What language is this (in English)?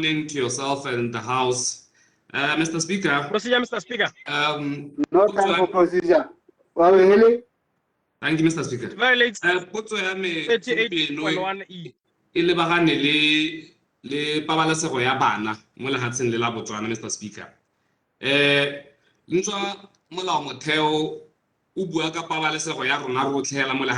Tswana